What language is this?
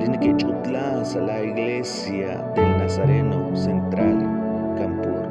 Kekchí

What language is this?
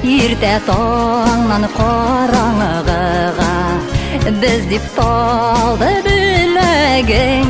Bashkir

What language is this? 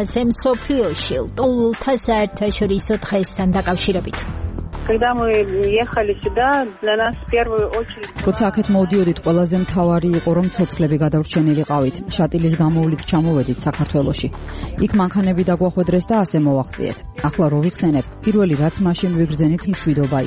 Georgian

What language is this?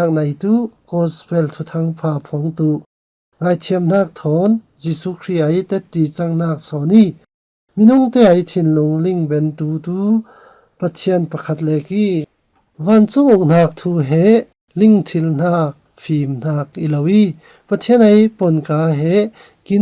Falam Chin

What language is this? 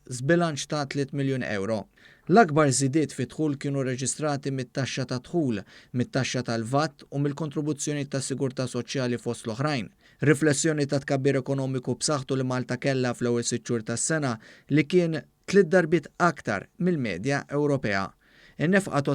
Maltese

